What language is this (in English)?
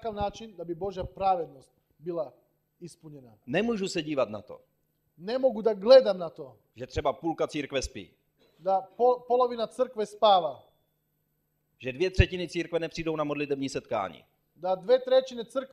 Czech